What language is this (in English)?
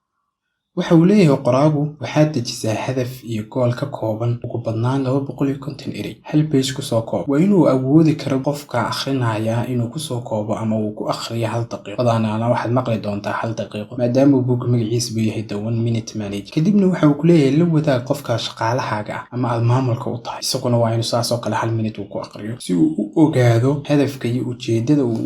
Somali